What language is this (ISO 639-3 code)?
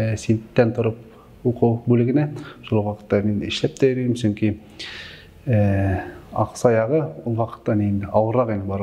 bak